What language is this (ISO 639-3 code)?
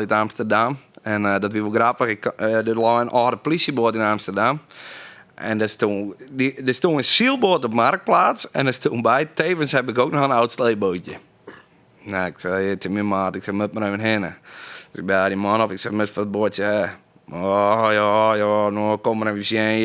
fry